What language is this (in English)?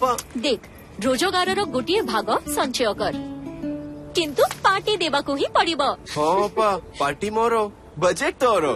Odia